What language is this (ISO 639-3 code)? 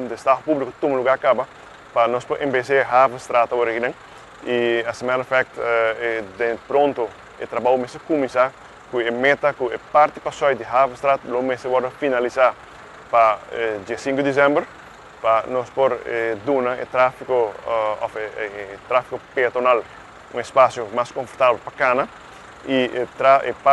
pap